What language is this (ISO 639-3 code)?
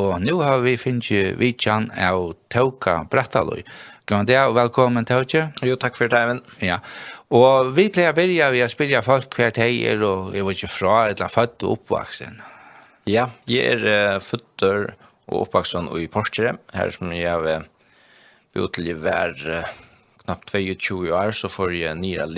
fao